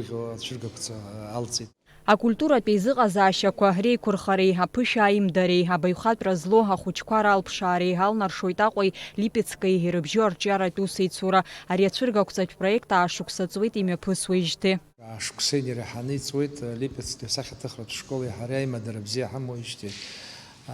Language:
Abkhazian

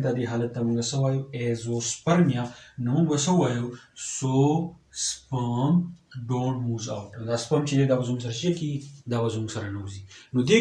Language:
Pashto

